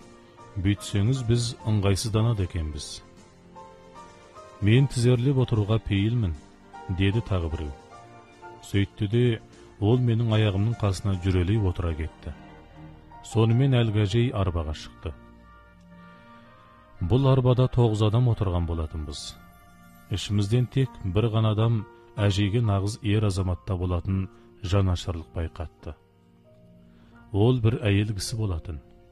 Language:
Kazakh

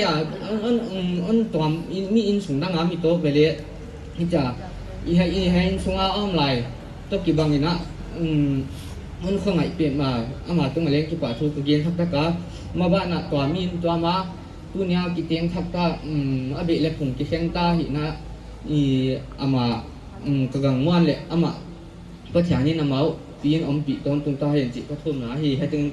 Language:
Paite Chin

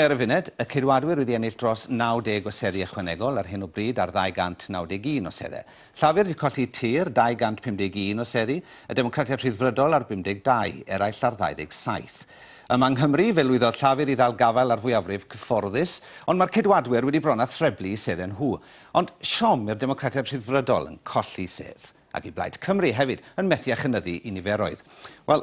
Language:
Welsh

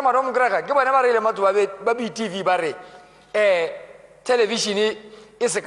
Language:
Tswana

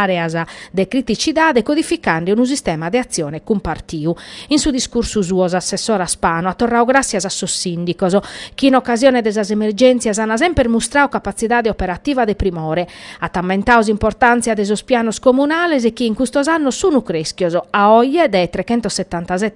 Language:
Sardinian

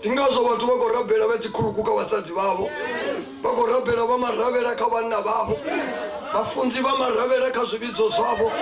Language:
Venda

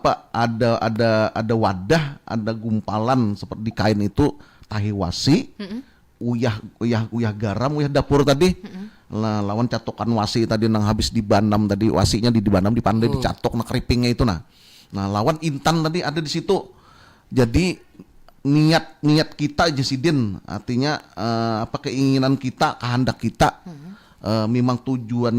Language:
Banjar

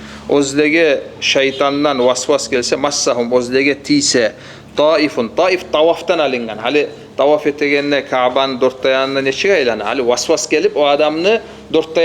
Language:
Kumyk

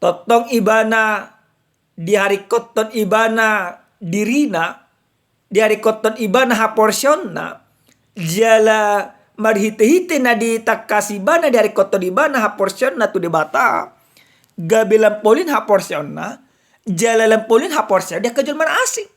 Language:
Batak Toba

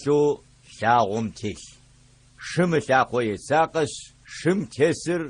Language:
Adyghe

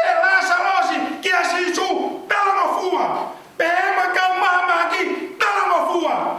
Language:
Tongan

